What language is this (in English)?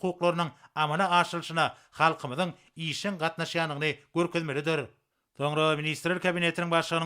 Turkmen